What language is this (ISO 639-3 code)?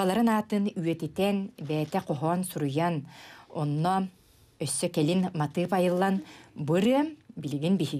sah